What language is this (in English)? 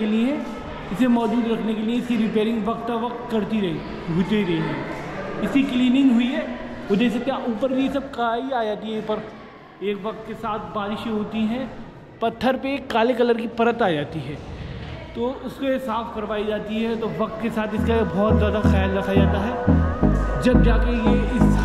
Hindi